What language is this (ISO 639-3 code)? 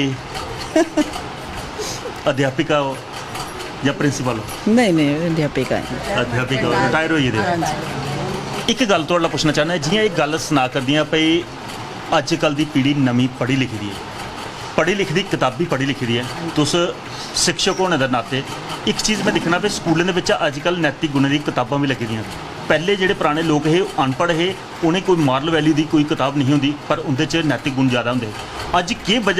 doi